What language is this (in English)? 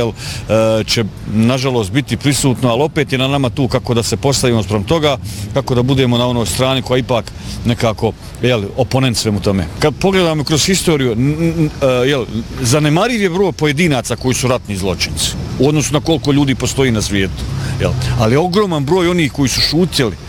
Bosnian